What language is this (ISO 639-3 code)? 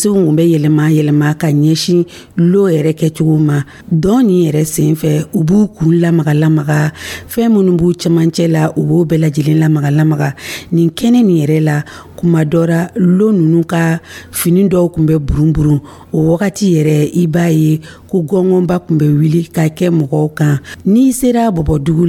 dyu